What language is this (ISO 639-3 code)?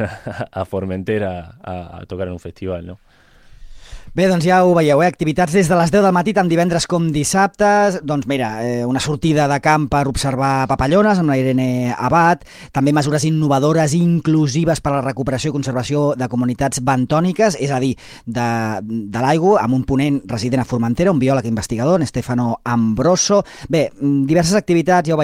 cat